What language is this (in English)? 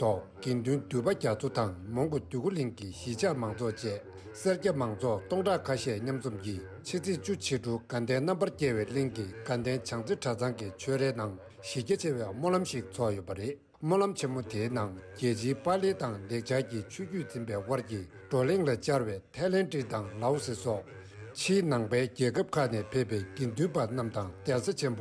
Tibetan